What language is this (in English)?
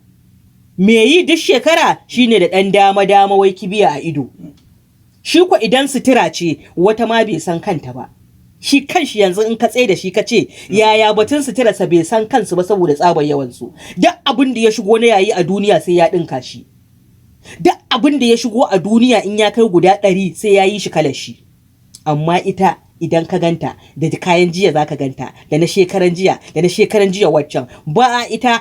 Hausa